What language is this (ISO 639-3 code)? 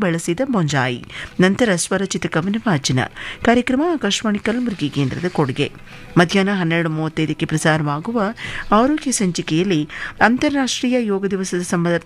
kan